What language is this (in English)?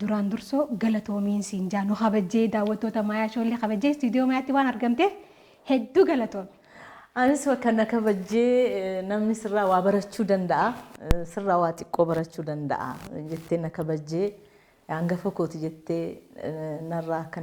Oromo